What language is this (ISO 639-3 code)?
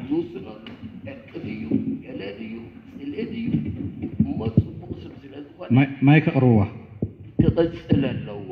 tir